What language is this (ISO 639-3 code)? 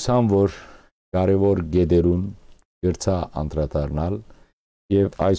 hyw